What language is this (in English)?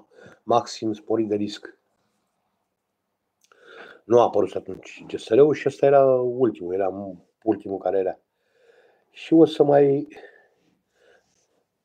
Romanian